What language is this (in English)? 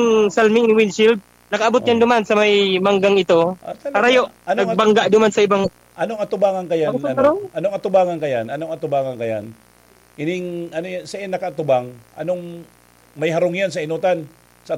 Bikol